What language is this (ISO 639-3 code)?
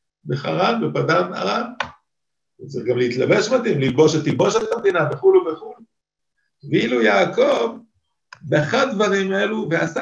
heb